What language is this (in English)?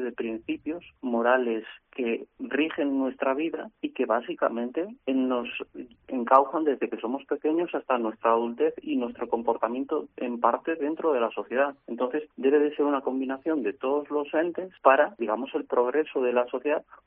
Spanish